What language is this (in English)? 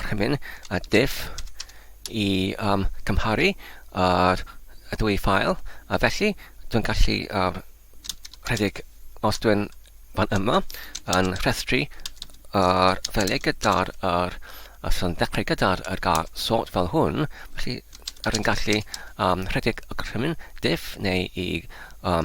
Welsh